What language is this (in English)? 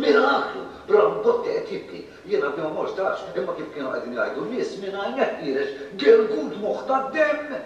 Maltese